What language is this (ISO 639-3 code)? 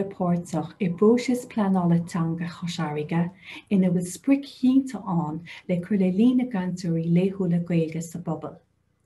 gle